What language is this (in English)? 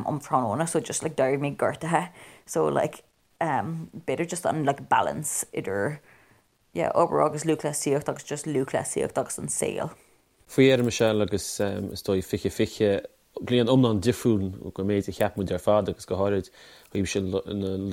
Irish